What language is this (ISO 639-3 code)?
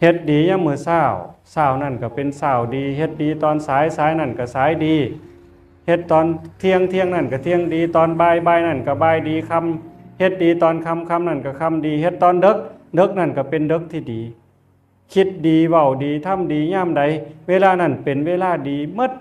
tts